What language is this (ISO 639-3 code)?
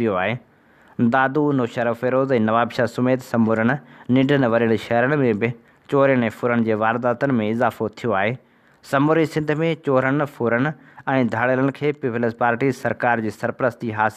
snd